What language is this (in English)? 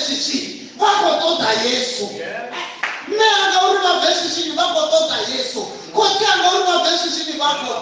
Venda